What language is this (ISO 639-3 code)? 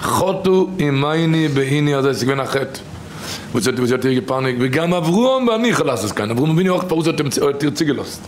yid